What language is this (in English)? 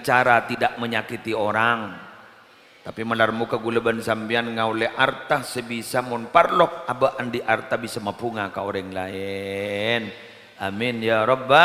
Madurese